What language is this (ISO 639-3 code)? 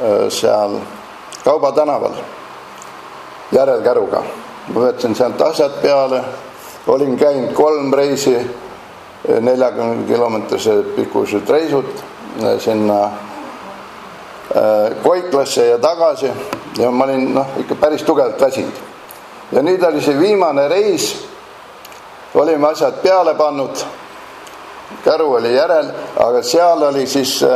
est